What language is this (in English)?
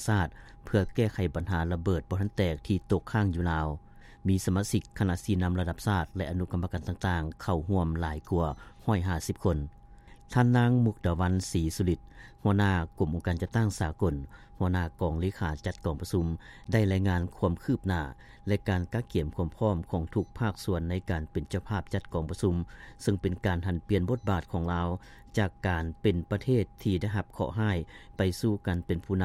Lao